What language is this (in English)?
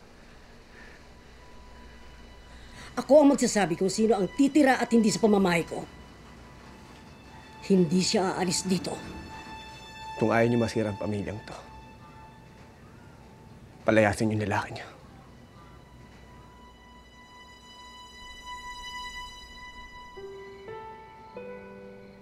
Filipino